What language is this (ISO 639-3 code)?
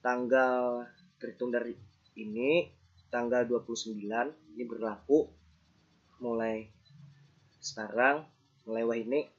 bjn